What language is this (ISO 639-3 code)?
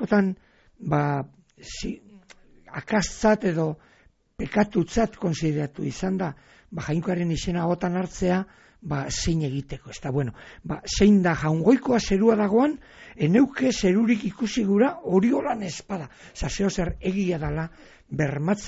eus